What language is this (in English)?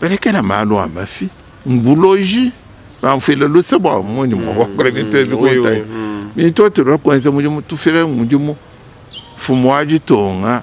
Luba-Lulua